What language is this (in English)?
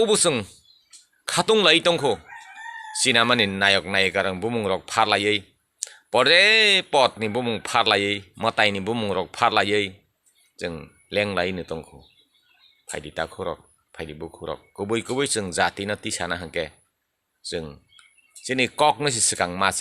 Kok Borok